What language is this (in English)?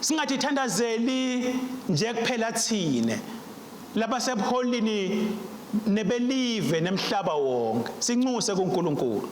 Swati